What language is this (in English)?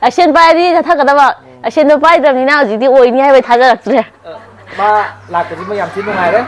Manipuri